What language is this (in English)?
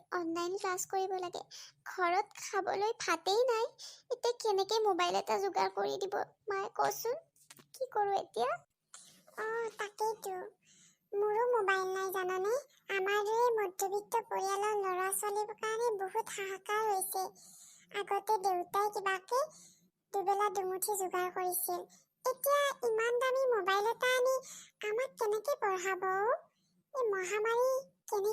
Assamese